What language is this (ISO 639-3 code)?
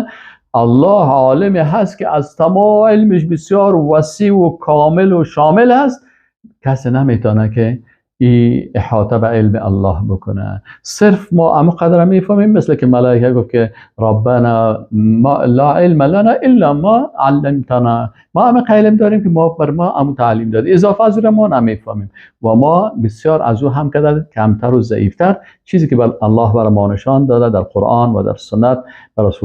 fas